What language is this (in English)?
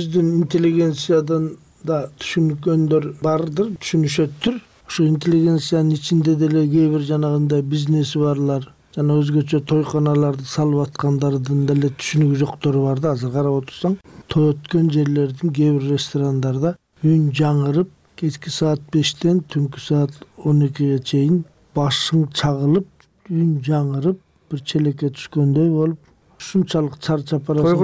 Kyrgyz